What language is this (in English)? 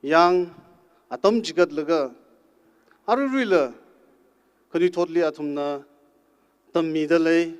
Tangkhul Naga (India)